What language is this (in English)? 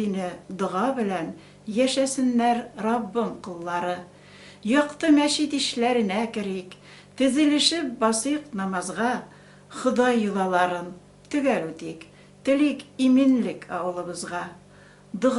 Tatar